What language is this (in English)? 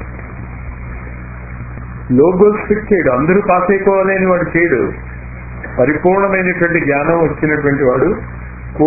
Telugu